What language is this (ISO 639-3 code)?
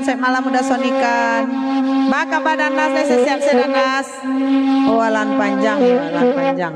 min